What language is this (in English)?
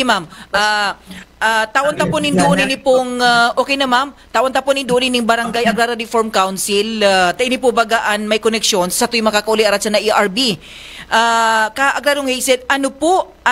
Bikol